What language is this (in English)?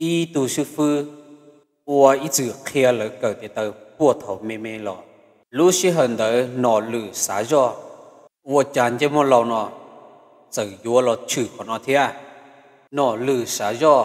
Hmong